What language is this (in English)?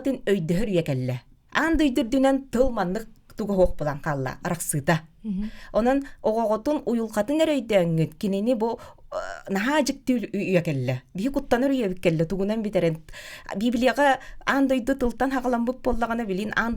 Yakut